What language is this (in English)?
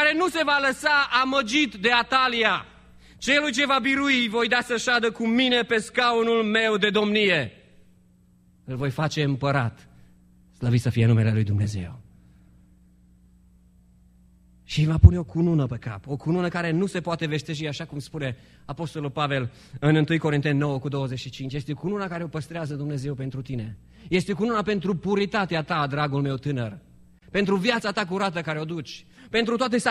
Romanian